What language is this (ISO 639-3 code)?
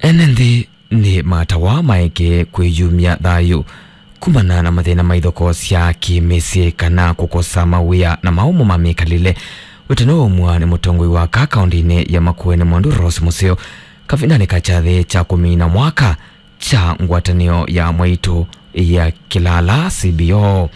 kam